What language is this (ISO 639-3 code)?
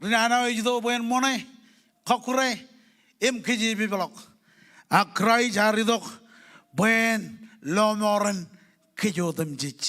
mah